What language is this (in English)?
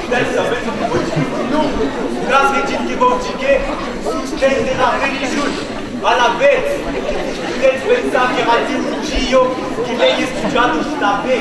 Occitan